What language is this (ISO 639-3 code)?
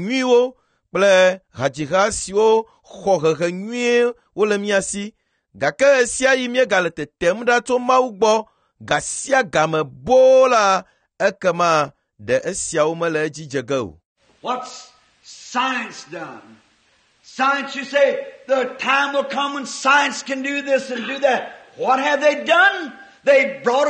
ewe